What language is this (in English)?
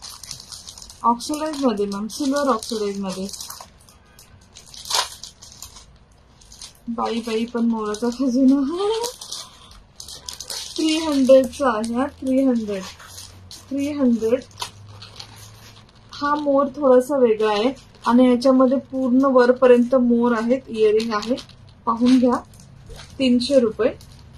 Marathi